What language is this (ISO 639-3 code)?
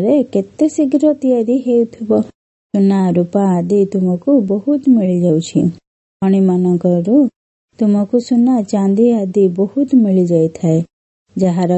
ori